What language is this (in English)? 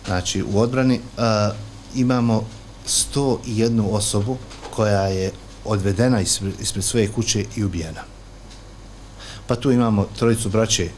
Bosnian